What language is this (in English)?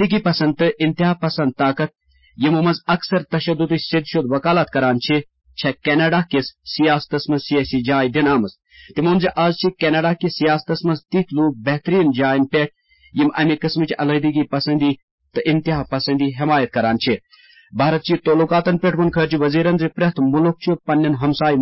Kashmiri